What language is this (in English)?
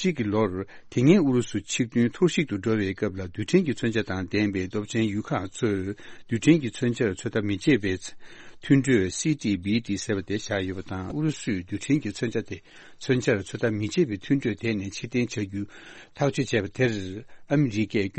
Tibetan